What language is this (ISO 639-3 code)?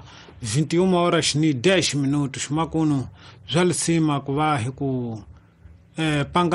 tso